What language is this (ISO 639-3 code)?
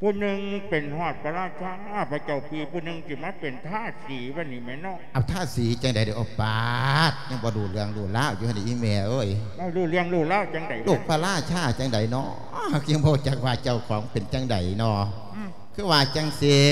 lao